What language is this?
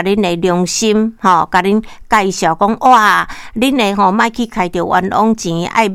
Min Nan Chinese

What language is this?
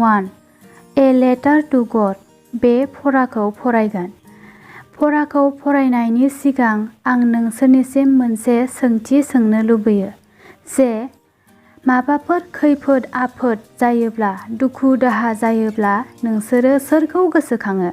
Bodo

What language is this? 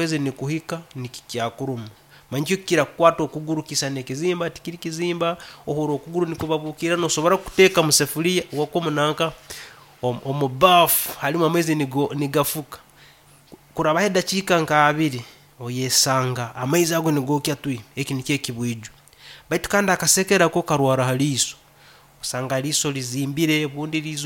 Nyankole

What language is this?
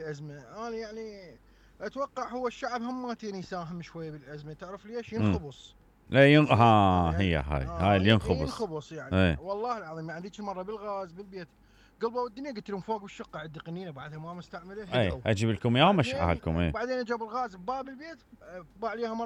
Mesopotamian Arabic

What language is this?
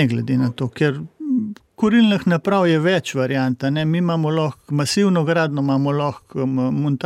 Slovenian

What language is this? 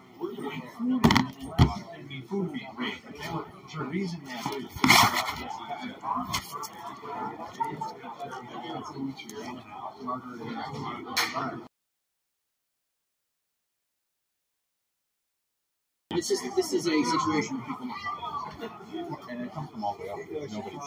English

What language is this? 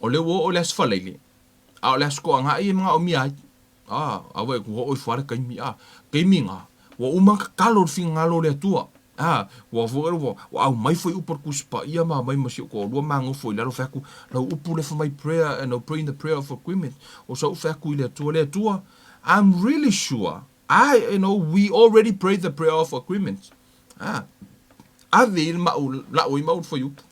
Samoan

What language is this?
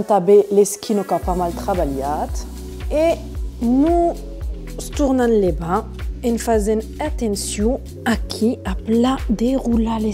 Occitan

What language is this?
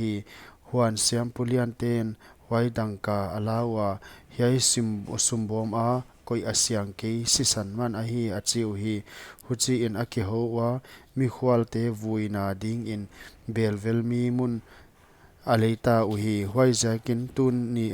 Paite Chin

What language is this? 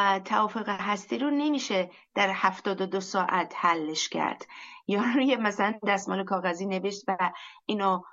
Persian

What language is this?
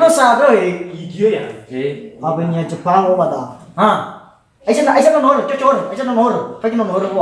Nias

